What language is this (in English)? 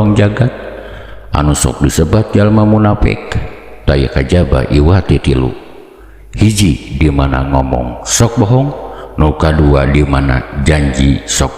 Sundanese